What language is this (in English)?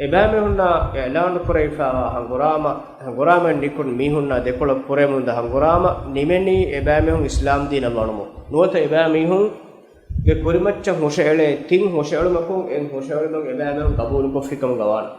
Divehi